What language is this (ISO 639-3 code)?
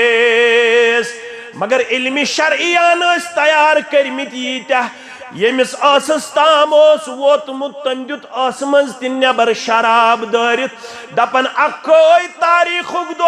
kas